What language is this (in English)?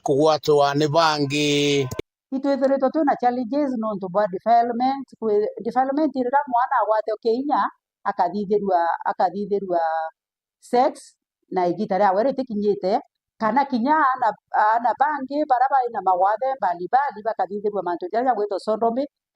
Meru